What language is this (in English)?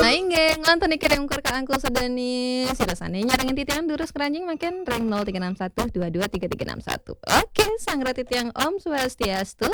Balinese